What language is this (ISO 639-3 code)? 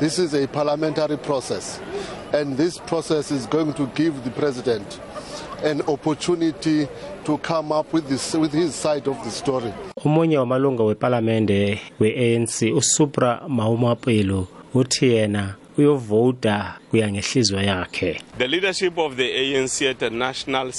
nbl